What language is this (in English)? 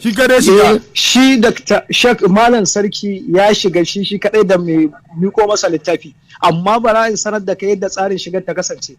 Hausa